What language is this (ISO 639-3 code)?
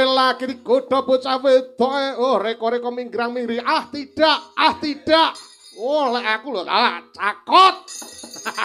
jav